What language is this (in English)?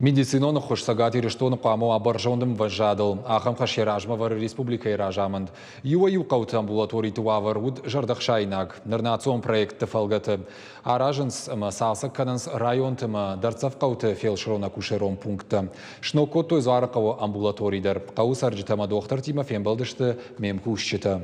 Ossetic